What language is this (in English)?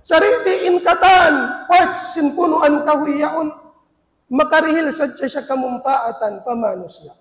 Tausug